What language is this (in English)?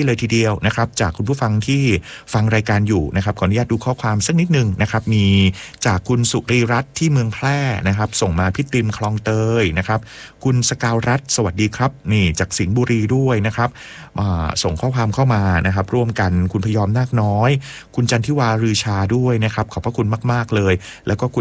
Thai